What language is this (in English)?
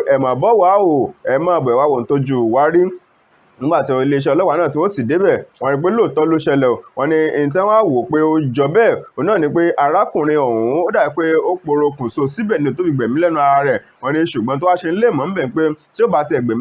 Yoruba